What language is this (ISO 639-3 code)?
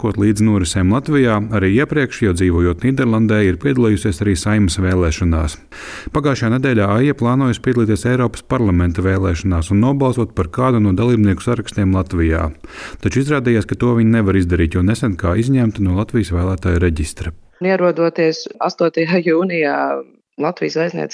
lav